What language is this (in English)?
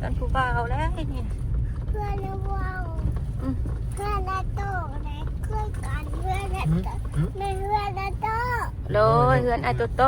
Northeastern Thai